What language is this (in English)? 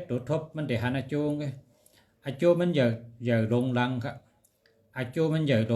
Shan